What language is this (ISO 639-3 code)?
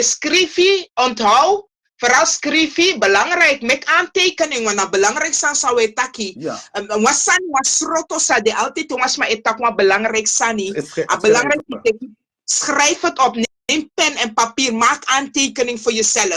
srn